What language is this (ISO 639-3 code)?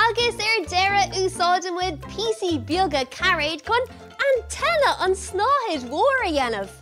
gle